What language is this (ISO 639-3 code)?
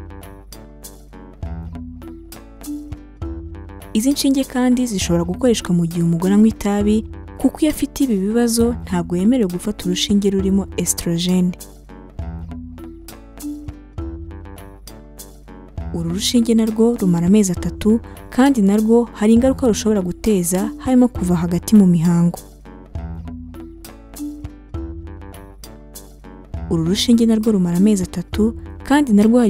kin